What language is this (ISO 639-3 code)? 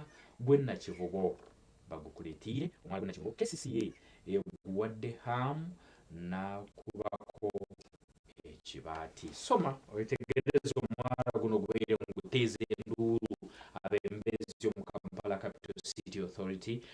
nyn